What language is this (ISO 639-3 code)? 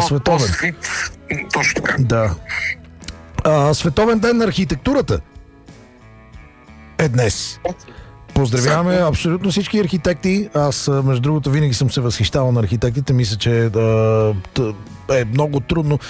bul